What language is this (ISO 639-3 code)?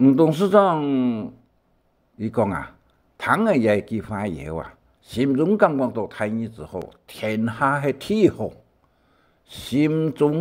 hak